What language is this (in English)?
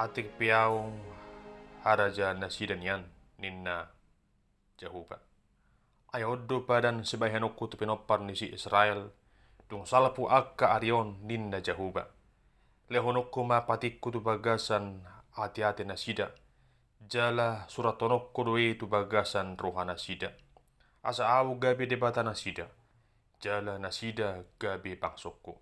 Batak Toba